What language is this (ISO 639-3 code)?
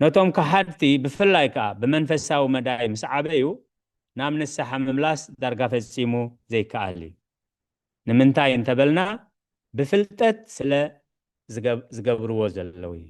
tir